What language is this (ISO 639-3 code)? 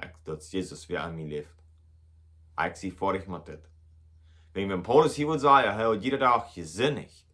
pdt